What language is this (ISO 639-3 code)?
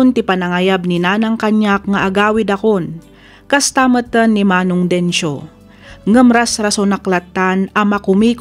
ilo